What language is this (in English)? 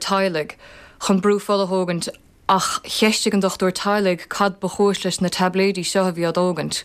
Irish